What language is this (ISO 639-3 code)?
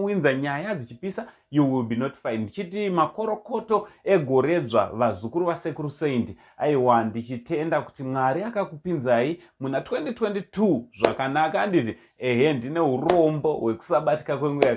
sna